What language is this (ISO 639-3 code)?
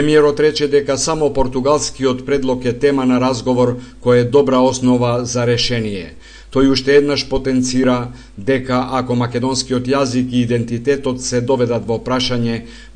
mkd